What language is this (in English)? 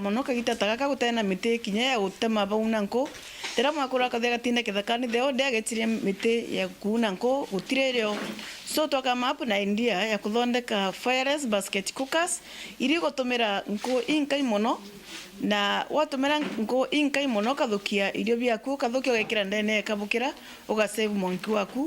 Meru